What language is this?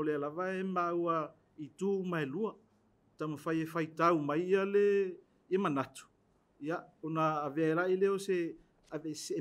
Samoan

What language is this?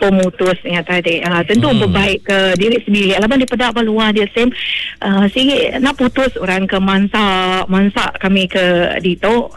Iban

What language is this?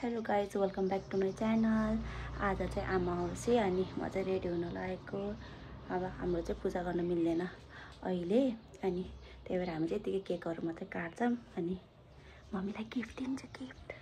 Nepali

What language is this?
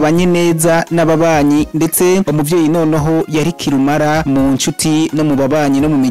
Rundi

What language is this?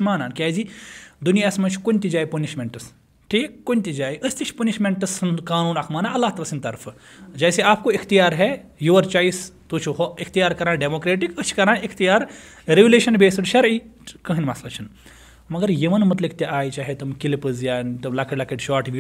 Kashmiri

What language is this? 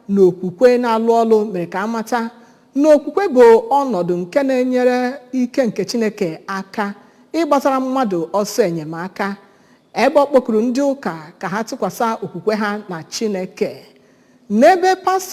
Igbo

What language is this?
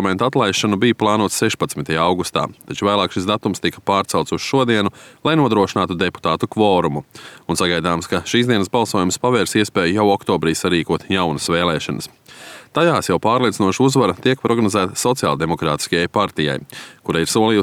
Latvian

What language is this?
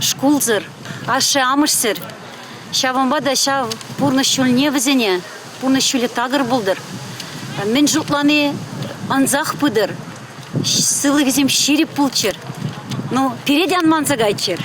Chuvash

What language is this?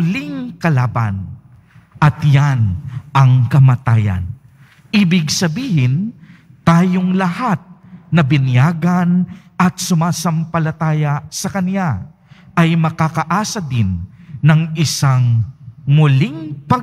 Filipino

